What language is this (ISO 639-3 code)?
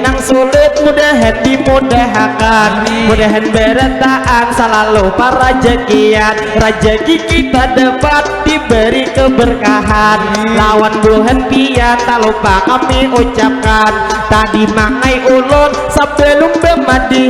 bjn